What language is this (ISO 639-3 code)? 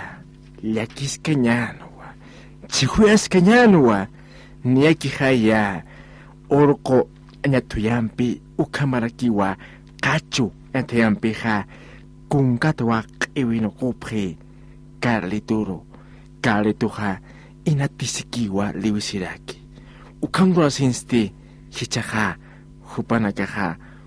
aym